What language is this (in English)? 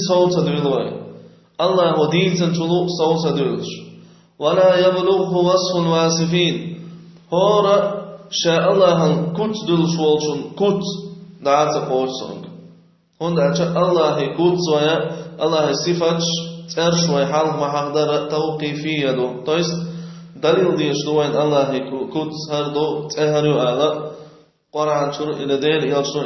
Chechen